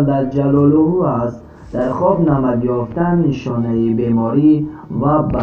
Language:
Tajik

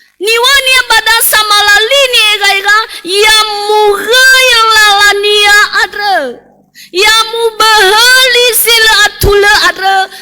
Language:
Nias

